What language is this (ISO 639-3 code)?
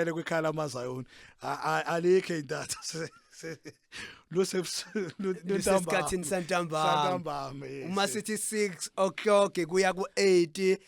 zul